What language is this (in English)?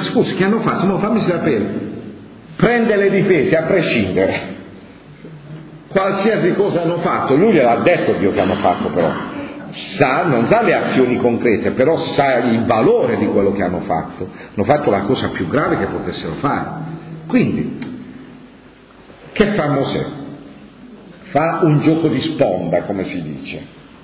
Italian